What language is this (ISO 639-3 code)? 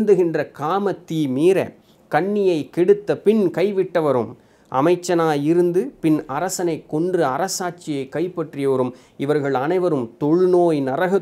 tam